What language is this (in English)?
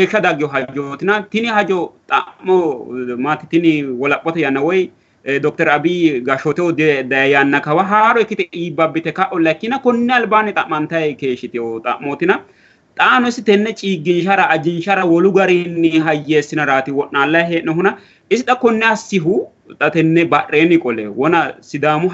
Sidamo